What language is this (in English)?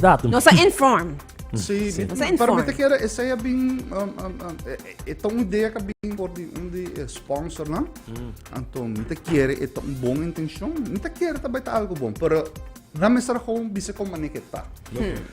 Papiamento